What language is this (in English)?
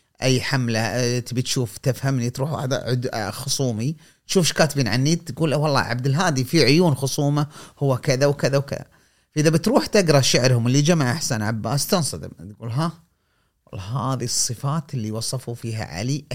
Gulf Arabic